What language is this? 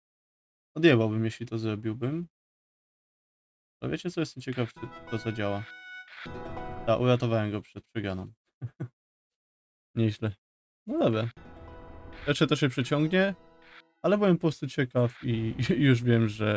Polish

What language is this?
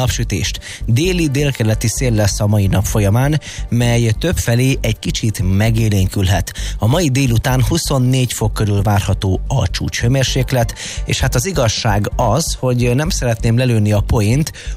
Hungarian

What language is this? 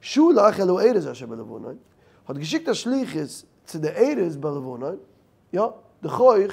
Yiddish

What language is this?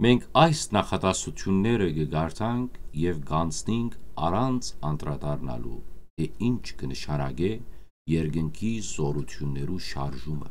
Western Armenian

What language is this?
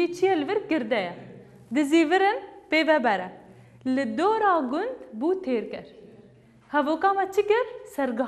Kurdish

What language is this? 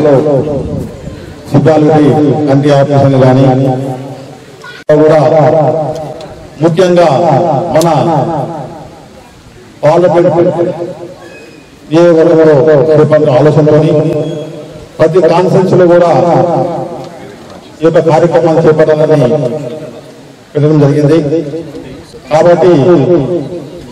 Telugu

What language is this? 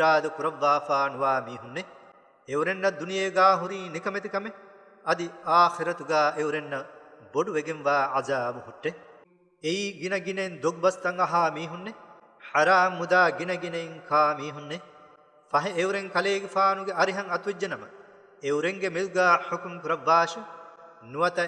Divehi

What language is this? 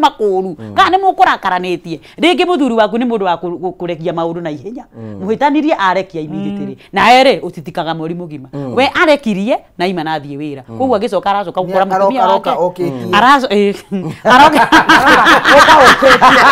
Kikuyu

